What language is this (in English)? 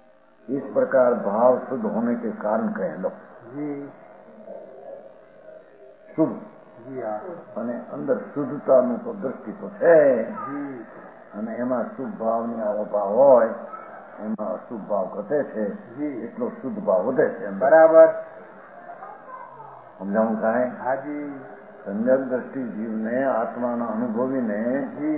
Gujarati